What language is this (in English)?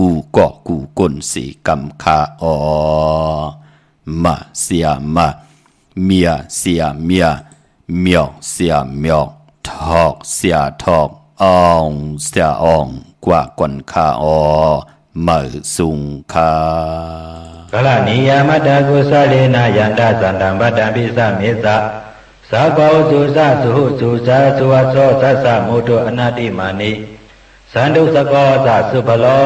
Shan